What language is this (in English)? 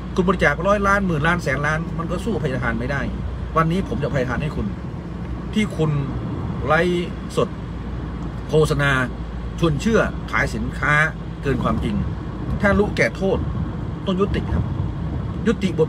Thai